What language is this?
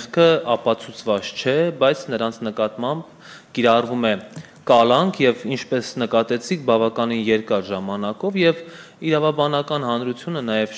Armenian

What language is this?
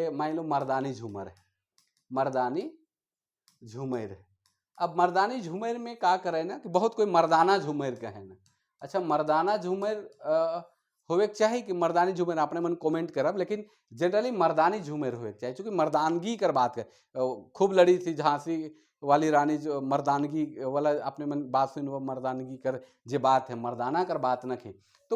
Sadri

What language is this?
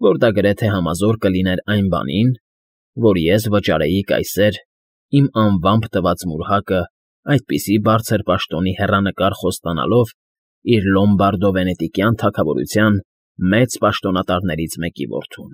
Armenian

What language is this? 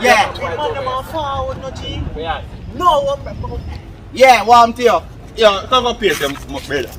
Jamaican Creole English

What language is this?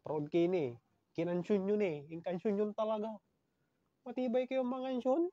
Pangasinan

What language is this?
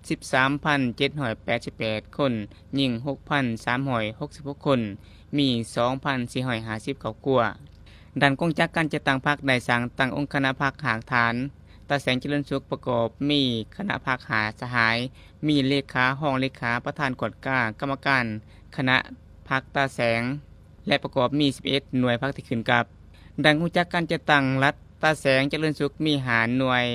Lao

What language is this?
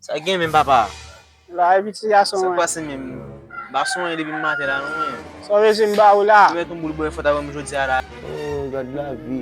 Haitian Creole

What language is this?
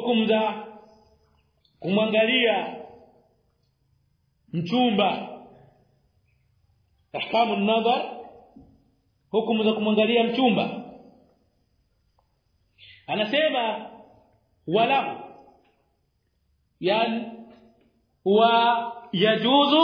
Swahili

